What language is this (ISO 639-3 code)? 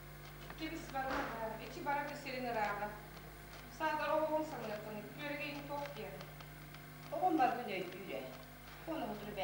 sah